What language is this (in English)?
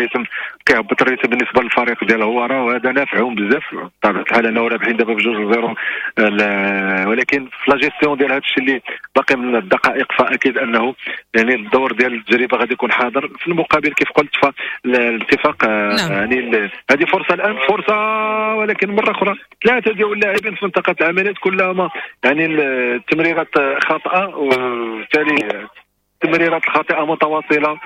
Moroccan Arabic